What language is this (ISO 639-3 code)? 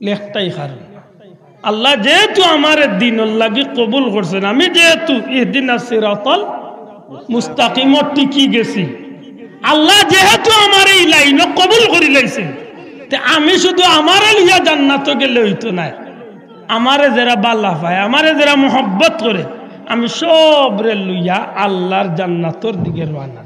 syl